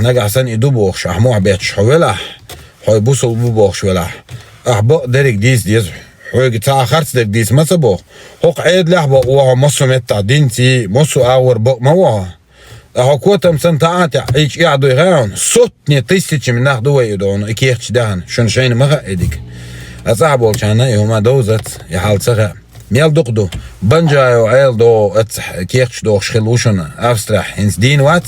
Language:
Chechen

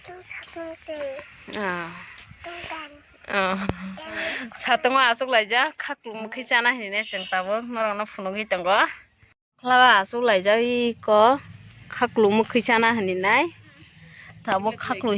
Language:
Kok Borok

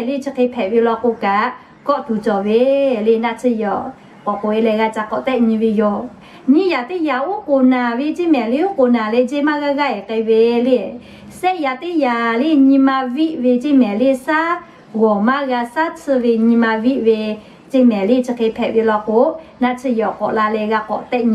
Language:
Lahu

